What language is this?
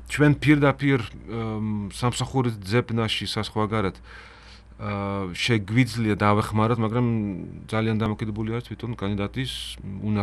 Georgian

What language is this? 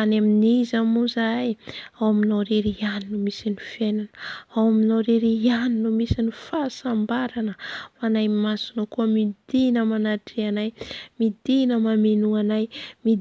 Malagasy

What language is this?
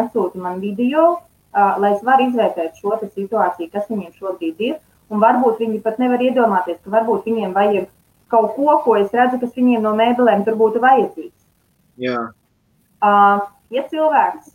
Latvian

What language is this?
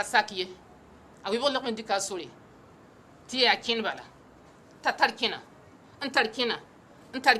Mossi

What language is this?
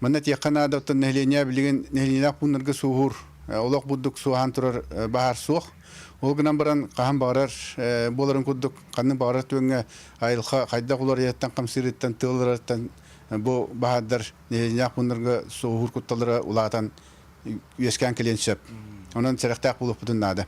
Yakut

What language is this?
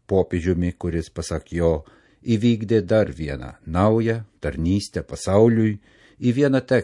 Lithuanian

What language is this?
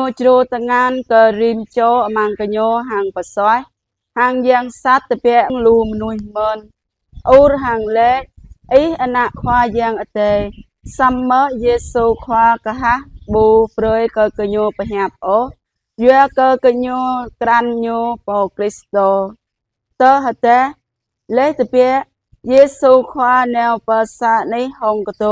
Jarai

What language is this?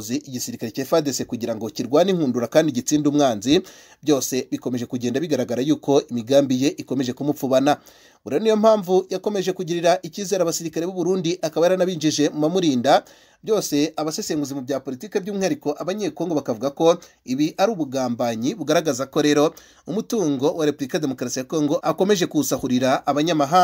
Kinyarwanda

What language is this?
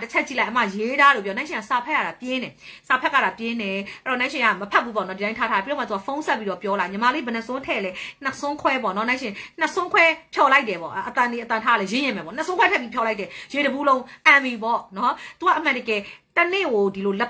Burmese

